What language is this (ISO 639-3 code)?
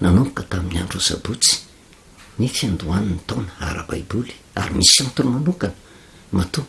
mlg